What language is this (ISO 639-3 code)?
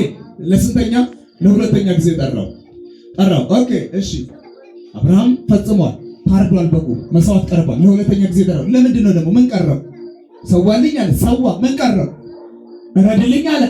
amh